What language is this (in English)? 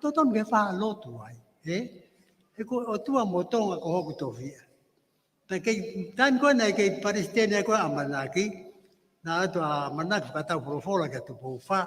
Tongan